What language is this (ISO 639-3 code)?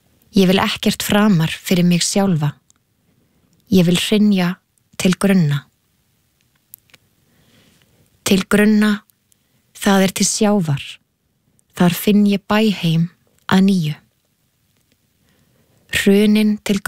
isl